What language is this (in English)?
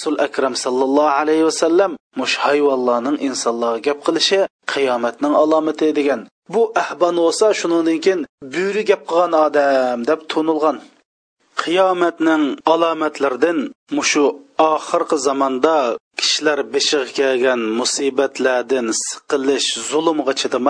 Uyghur